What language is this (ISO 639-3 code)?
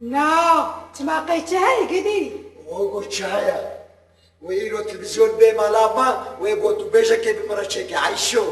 kur